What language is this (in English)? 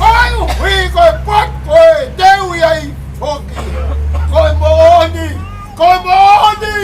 Tongan